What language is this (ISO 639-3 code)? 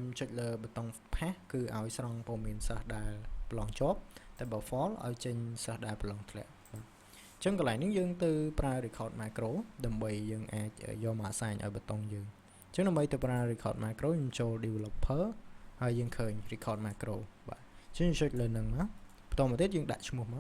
khm